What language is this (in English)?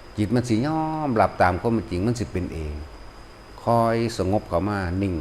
Northeastern Thai